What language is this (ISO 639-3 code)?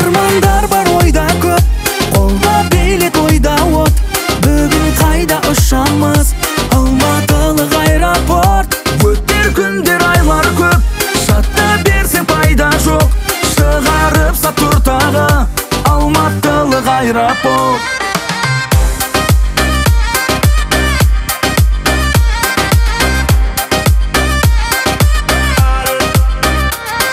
kaz